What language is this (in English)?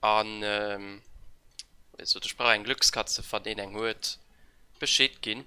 Luxembourgish